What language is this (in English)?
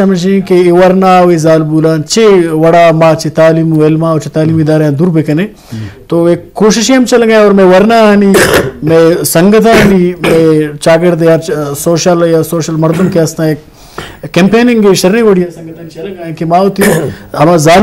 Eastern Balochi